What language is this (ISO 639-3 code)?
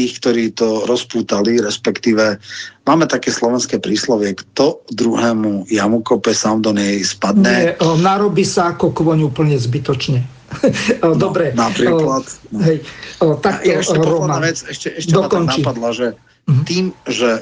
slk